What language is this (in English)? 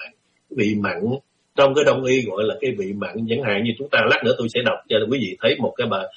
Vietnamese